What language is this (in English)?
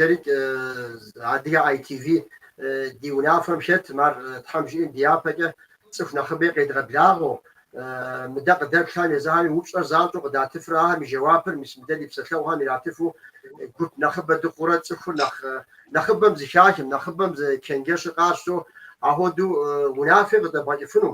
Kabardian